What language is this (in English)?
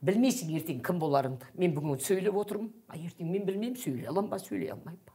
Kazakh